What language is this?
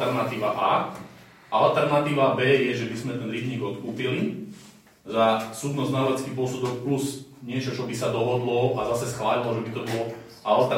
Slovak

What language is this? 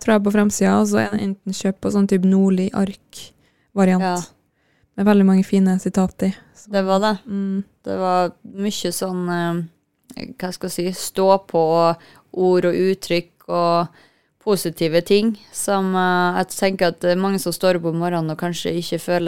Norwegian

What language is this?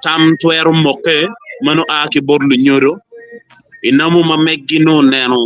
Acoli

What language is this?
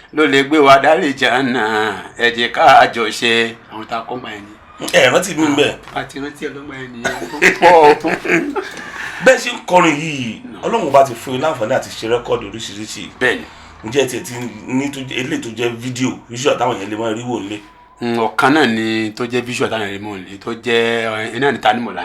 Yoruba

